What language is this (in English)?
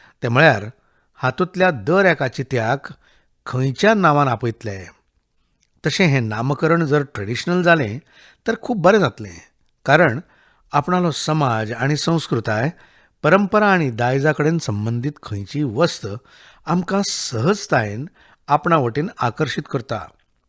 Konkani